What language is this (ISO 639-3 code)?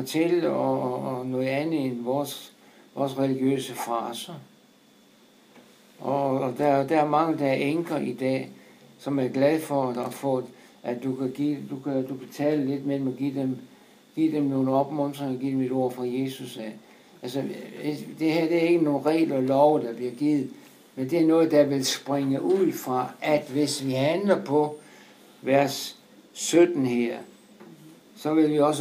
dan